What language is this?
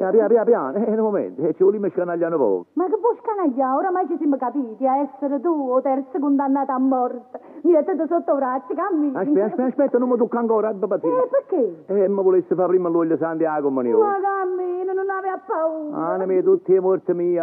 Neapolitan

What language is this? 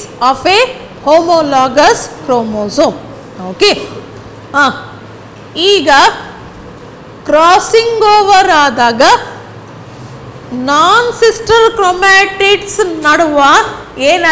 Kannada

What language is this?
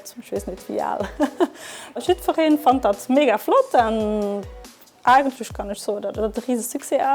Luxembourgish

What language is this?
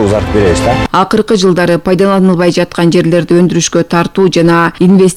Kyrgyz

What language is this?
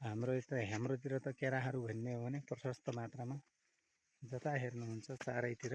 Nepali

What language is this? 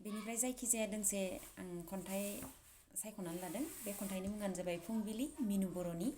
Bodo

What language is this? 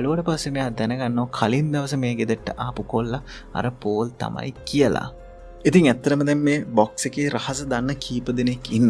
Sinhala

